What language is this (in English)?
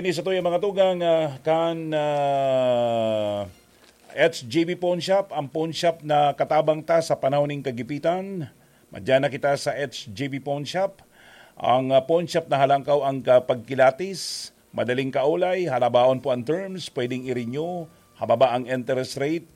Bikol